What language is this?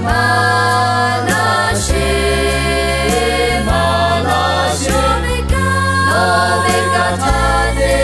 Lahu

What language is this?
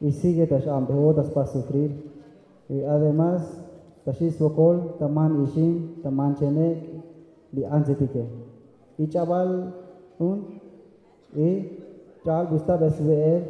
Tzotzil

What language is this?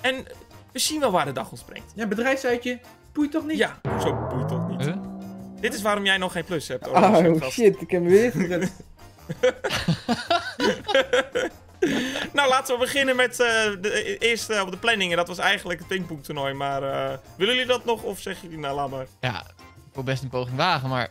Dutch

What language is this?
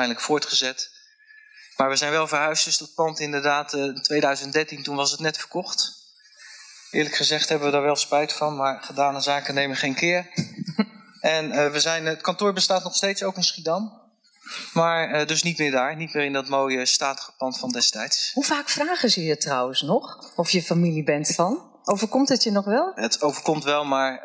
Dutch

